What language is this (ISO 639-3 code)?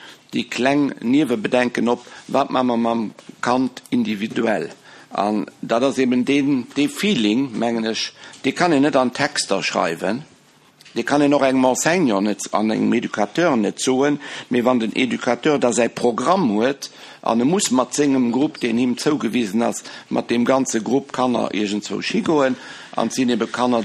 ltz